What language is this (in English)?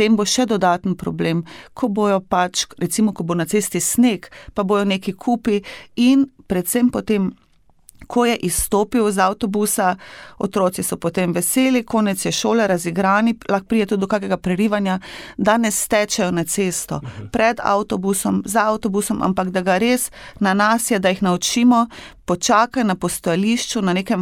Slovenian